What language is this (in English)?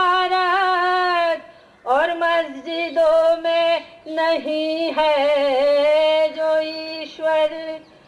Hindi